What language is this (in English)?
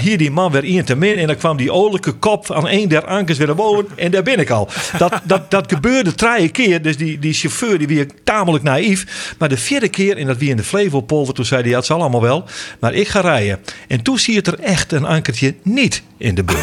Western Frisian